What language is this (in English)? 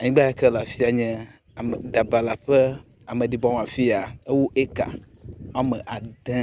Ewe